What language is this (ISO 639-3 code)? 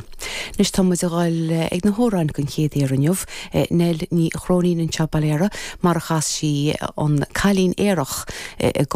gle